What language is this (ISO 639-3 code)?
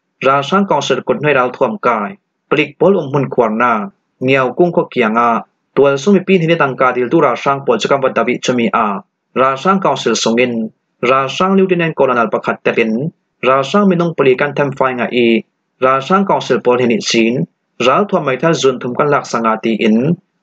cfm